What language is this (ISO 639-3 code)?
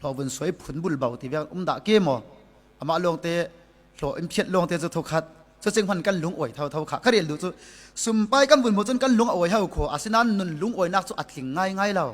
cfm